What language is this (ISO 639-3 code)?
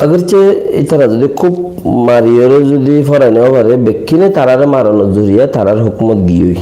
rhg